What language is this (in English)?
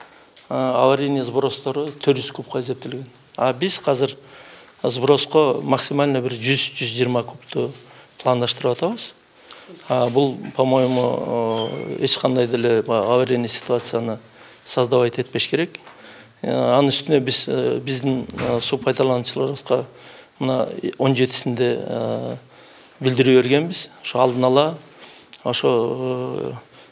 Kyrgyz